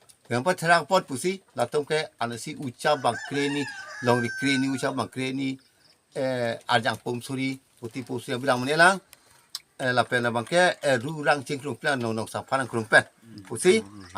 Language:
Karbi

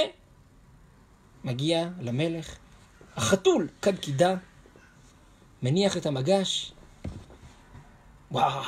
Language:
Hebrew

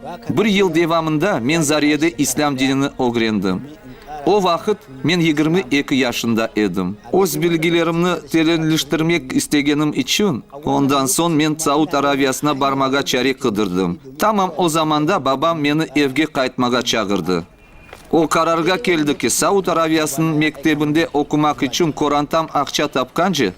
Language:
Crimean Tatar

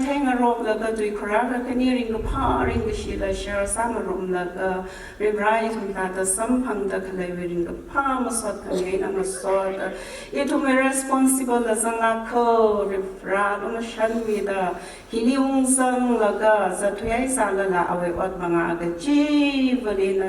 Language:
Tangkhul Naga (India)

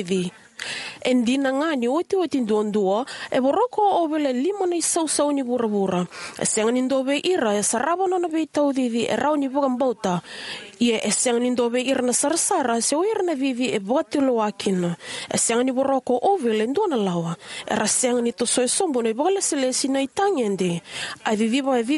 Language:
Fijian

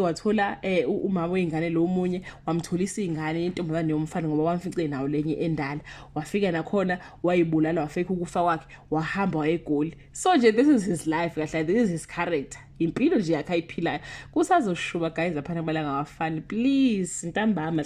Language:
Zulu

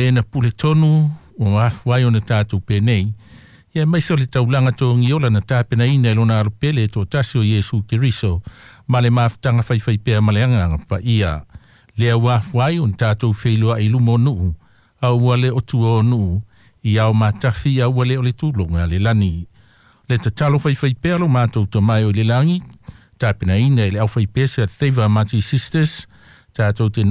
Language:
Samoan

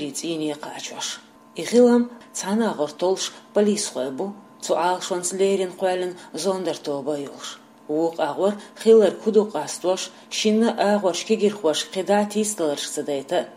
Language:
Chechen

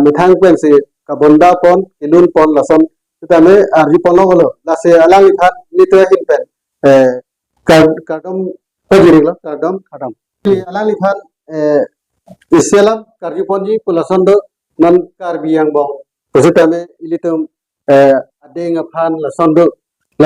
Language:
Karbi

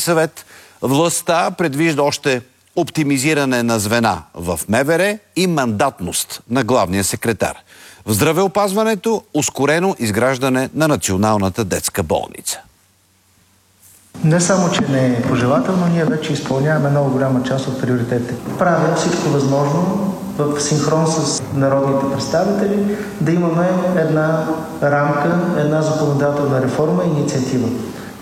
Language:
Bulgarian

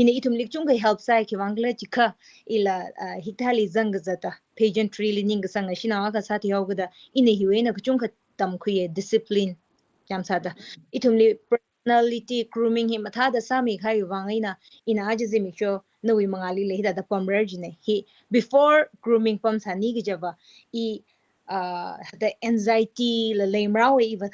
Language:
Tangkhul Naga (India)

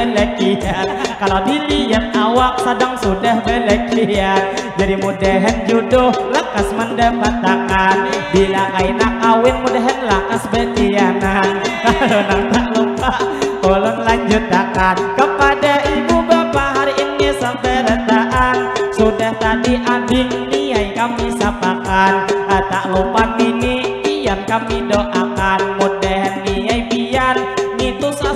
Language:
Banjar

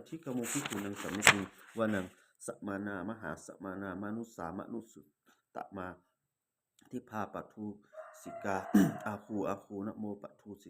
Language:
Pali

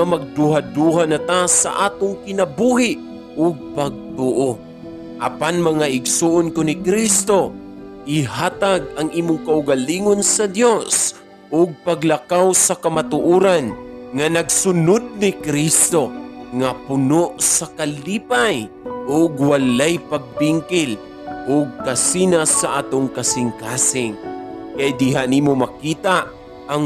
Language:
Cebuano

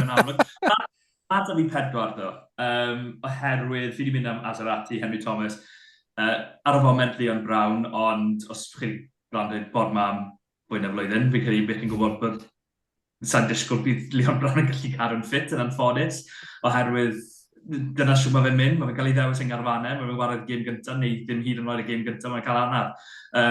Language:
Welsh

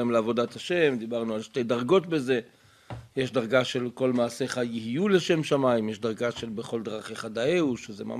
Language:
Hebrew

